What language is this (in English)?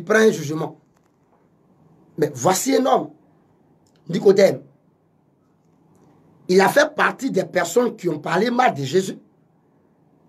French